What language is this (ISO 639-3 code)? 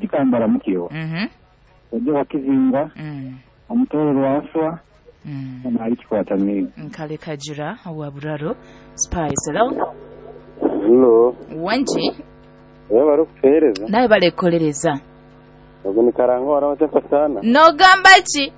nyo